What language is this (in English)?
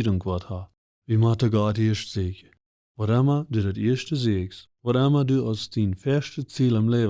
Plautdietsch